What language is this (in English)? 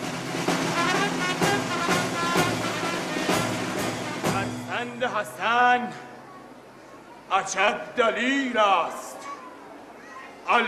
Persian